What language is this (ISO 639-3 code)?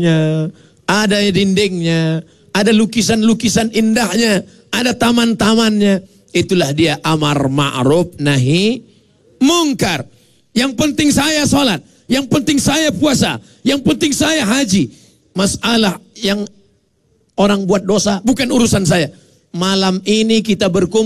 ind